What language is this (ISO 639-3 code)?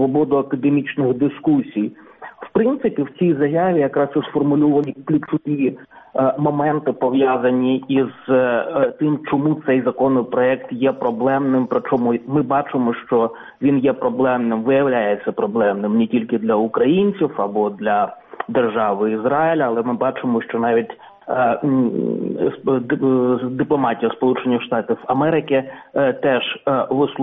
ukr